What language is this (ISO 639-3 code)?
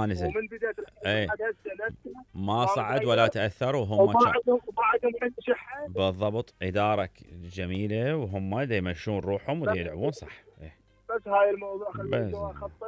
acm